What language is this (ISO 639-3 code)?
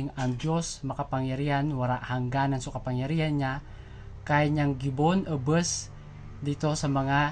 bik